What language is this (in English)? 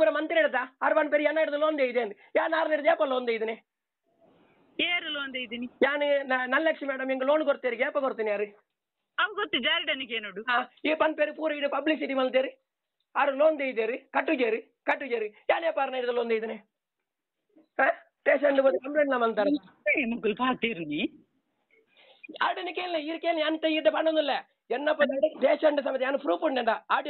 Kannada